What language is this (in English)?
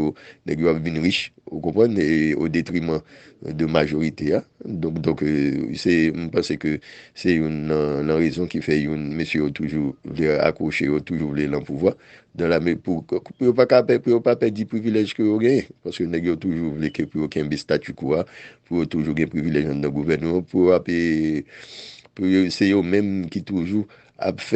Haitian Creole